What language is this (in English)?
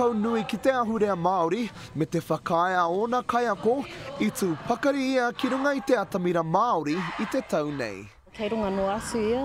Māori